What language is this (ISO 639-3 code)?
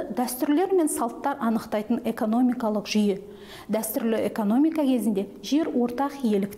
kaz